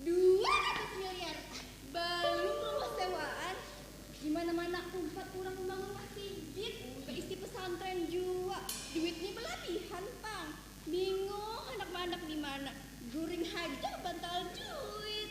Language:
Banjar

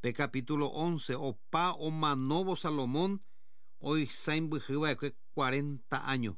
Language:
Guarani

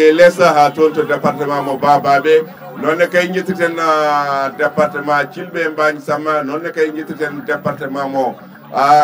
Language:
Fula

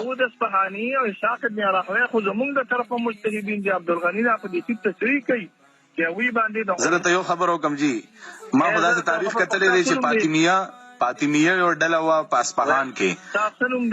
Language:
Pashto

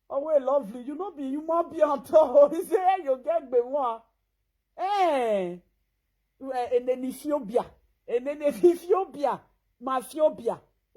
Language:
Nigerian Pidgin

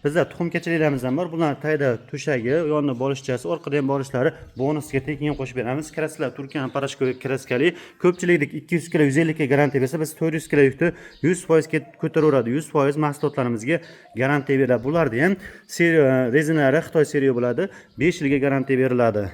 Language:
Uzbek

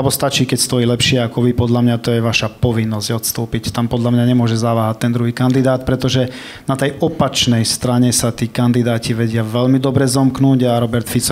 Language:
Slovak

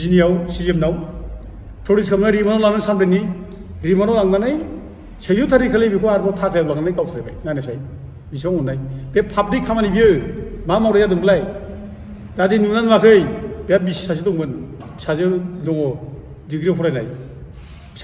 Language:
Bodo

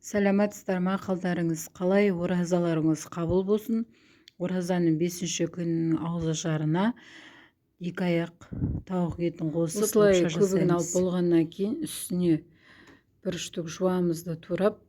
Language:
Kazakh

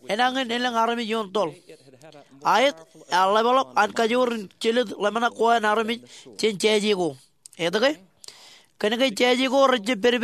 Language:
Marshallese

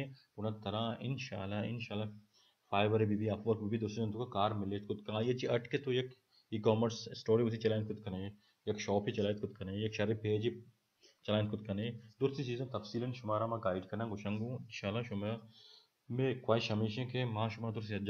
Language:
Baluchi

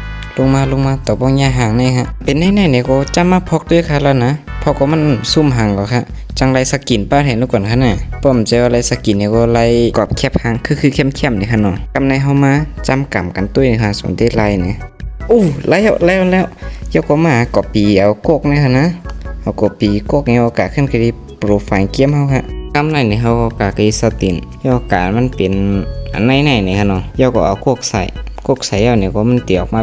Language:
Shan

